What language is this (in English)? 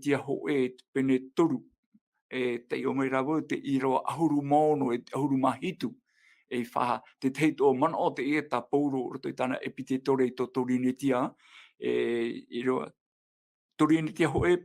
Tahitian